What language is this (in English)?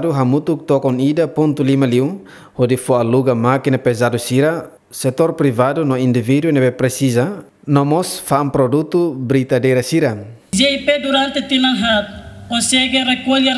Tetum